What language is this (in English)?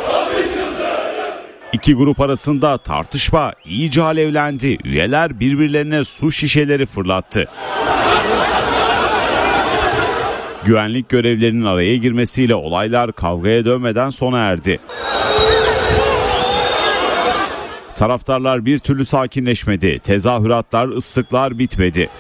Turkish